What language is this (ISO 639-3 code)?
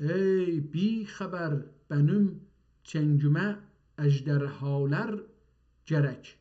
azb